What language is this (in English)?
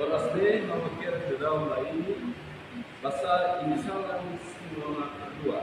Tetum